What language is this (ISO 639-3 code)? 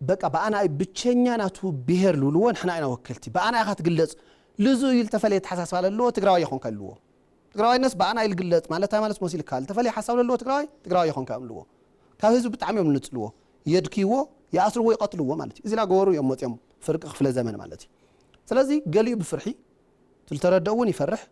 tir